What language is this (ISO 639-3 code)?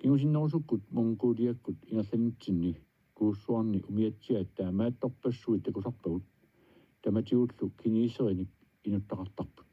kal